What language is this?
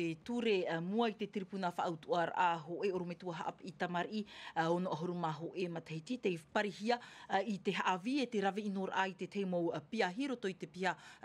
Tahitian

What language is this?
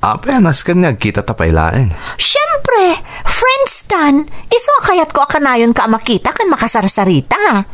Iloko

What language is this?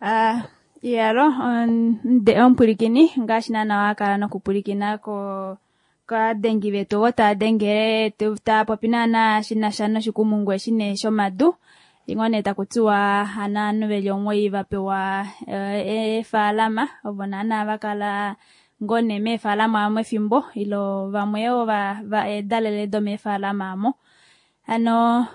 Kuanyama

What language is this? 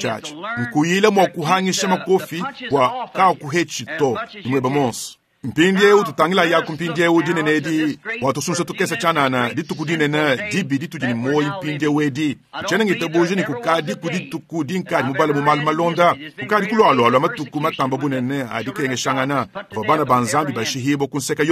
Luba-Lulua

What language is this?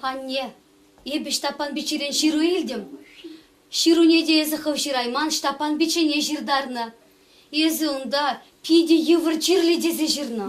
Chuvash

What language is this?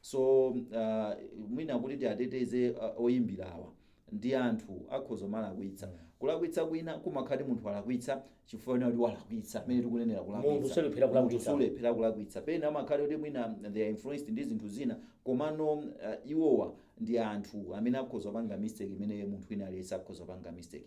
Nyanja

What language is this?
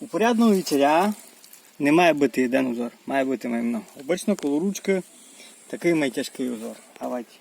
Rusyn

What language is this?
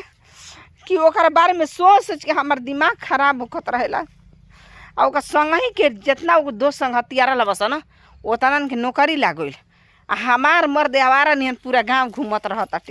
Bhojpuri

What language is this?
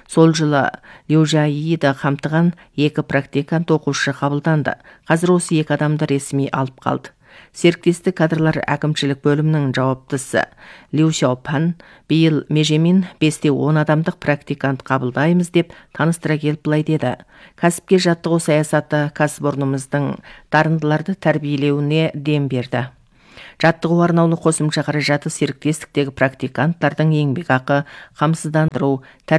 Kazakh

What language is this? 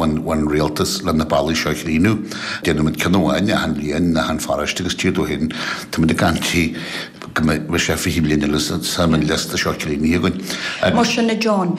Irish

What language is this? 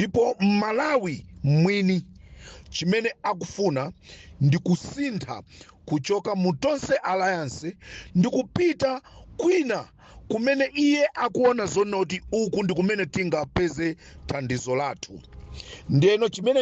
Nyanja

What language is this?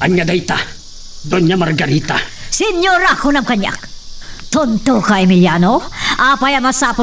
Iloko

